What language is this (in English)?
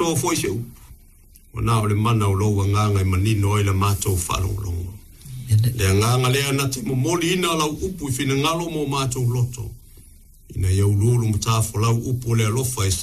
Samoan